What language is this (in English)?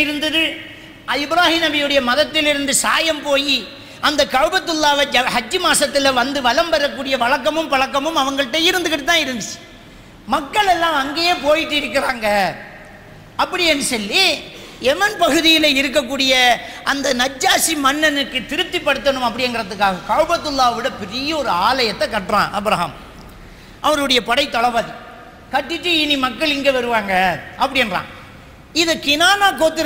Tamil